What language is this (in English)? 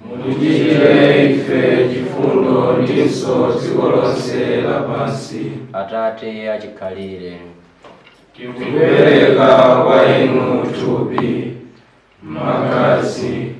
Nyanja